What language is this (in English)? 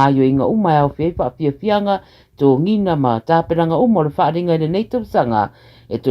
Samoan